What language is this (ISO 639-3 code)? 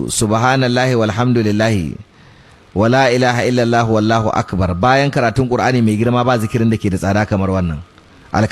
hau